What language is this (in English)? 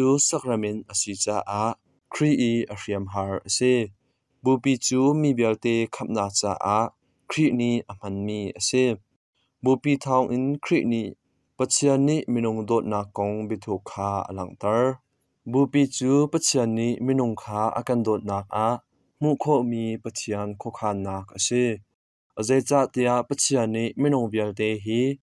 Hakha Chin